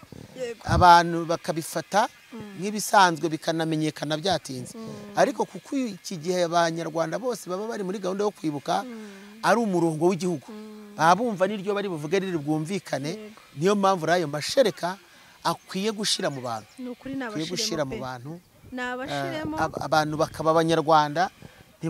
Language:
Kinyarwanda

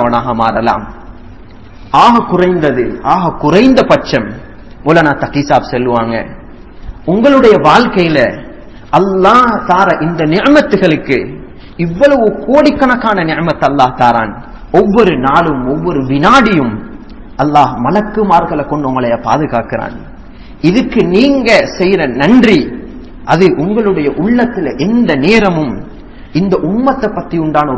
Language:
Tamil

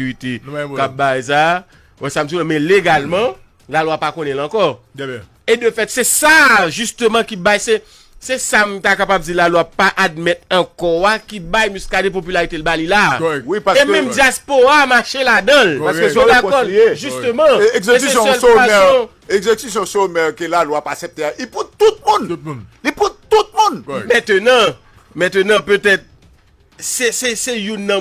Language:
Haitian Creole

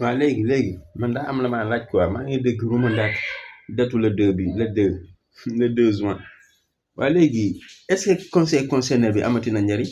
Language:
Wolof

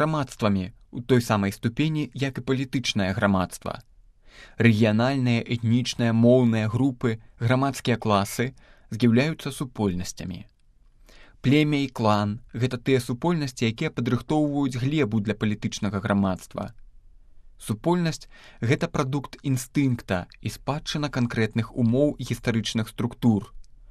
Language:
Belarusian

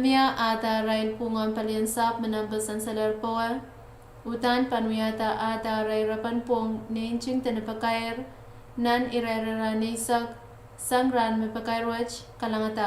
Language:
Pohnpeian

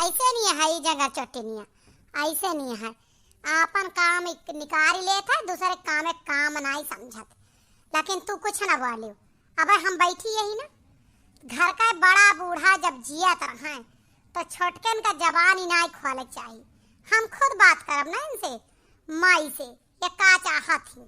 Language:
Awadhi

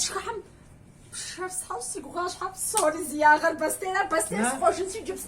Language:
Kabardian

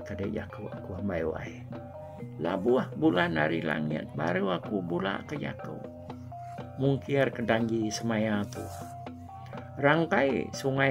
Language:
Iban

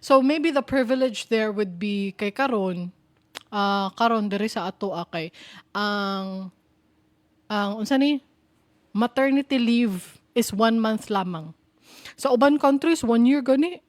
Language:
Cebuano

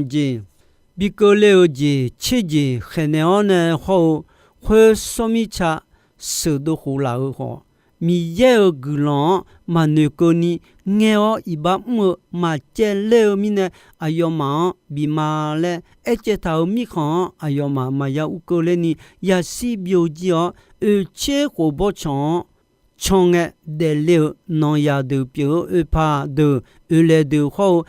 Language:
Akha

